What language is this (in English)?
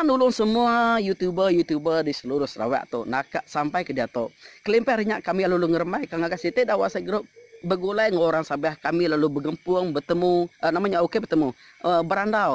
Iban